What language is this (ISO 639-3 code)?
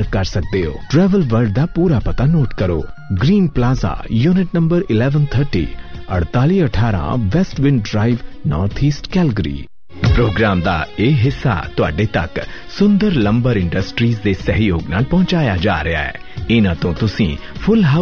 pan